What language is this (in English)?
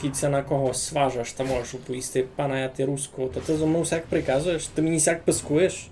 Rusyn